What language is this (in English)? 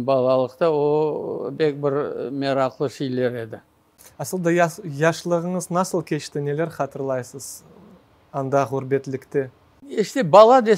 Crimean Tatar